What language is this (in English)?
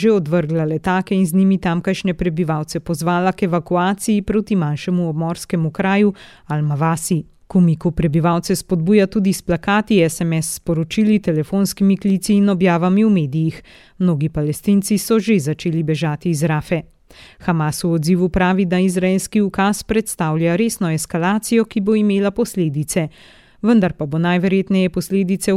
Slovenian